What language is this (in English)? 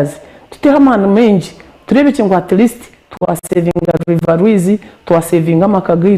Nyankole